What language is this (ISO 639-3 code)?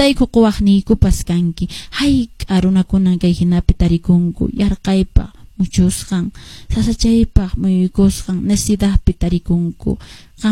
que